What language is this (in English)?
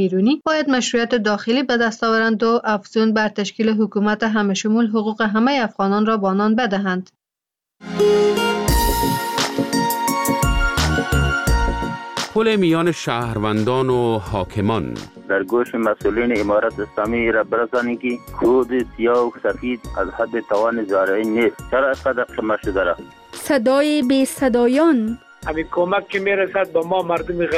Persian